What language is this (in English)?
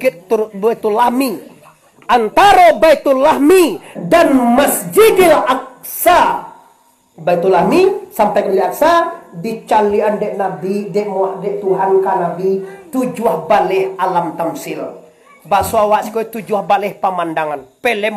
Minangkabau